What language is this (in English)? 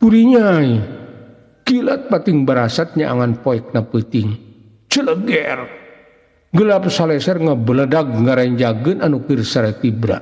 Sundanese